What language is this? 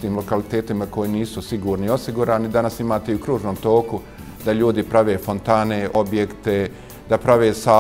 Bosnian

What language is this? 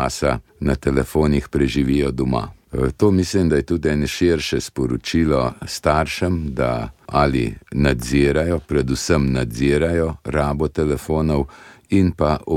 Slovenian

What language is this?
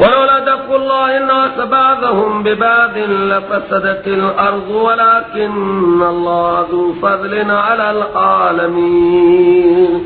Persian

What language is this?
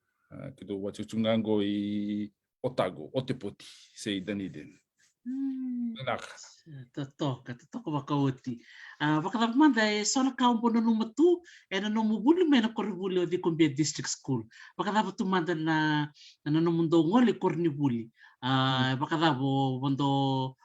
Fijian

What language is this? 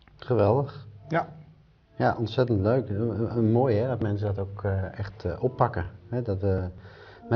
Dutch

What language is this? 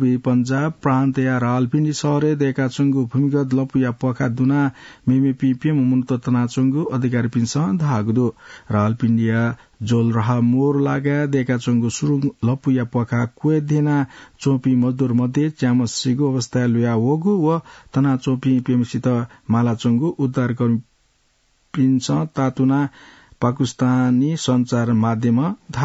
Newari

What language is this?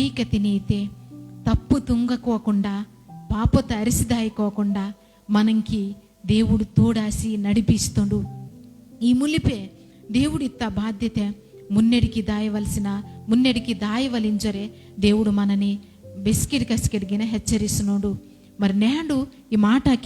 Koya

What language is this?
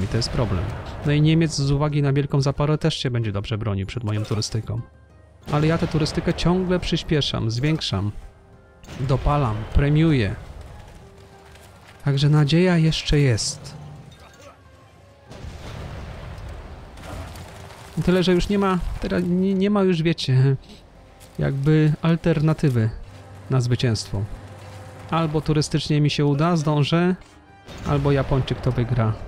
Polish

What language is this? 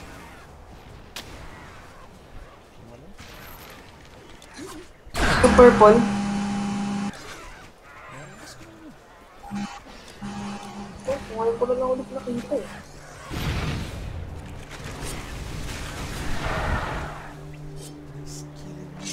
Filipino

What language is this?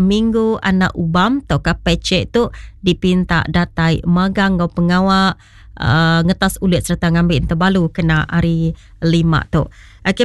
Iban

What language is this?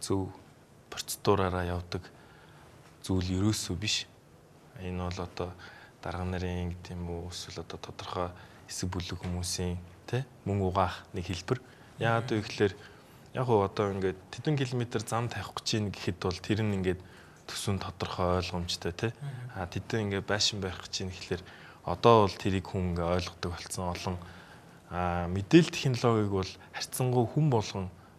Mongolian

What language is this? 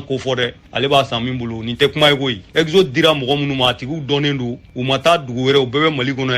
Bambara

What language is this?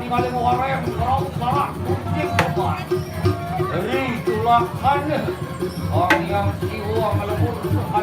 Balinese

